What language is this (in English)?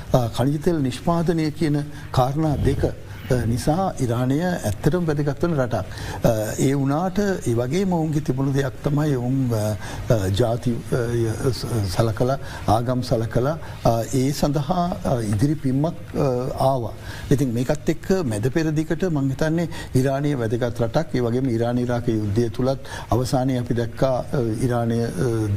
Sinhala